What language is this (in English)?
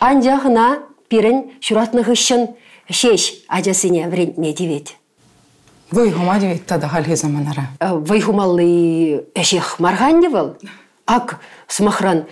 Chuvash